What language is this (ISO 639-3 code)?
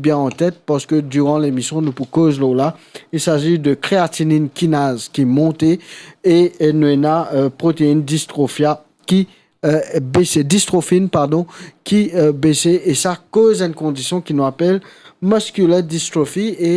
mfe